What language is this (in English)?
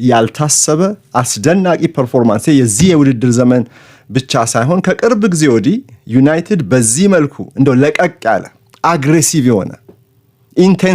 Amharic